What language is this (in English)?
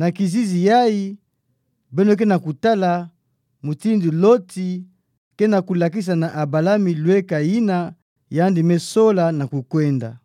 Kituba (Democratic Republic of Congo)